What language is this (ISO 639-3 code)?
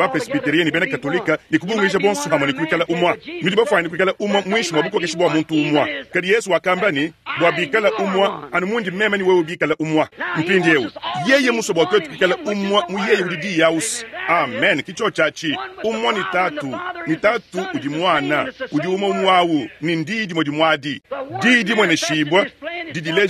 lua